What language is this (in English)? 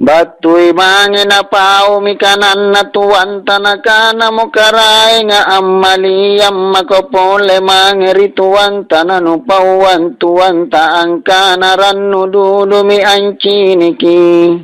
Makasar